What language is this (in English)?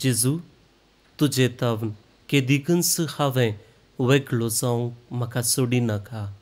Konkani